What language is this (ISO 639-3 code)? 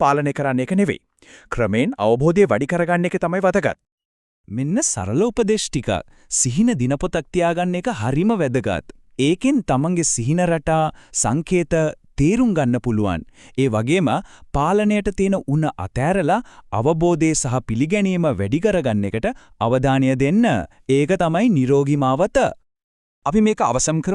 sin